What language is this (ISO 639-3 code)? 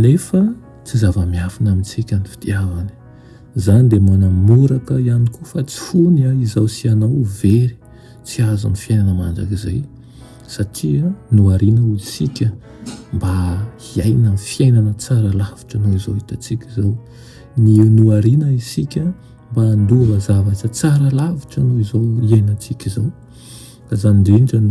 mlg